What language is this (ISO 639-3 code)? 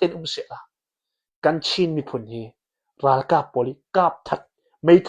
cnh